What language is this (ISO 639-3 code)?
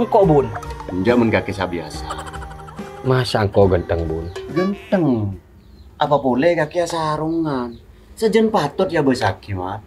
mad